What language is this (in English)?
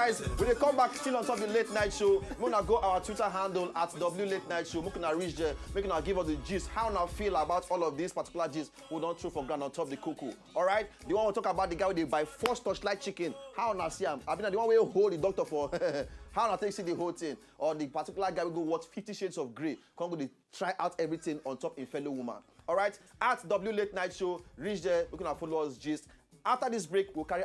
Nigerian Pidgin